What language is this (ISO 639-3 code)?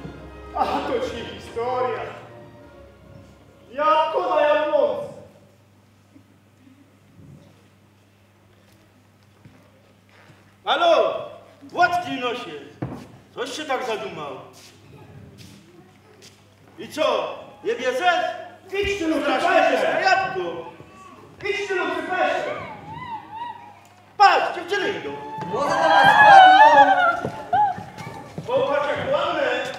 pol